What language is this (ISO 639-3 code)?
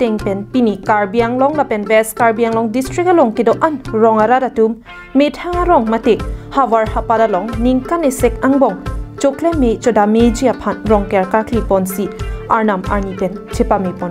mjw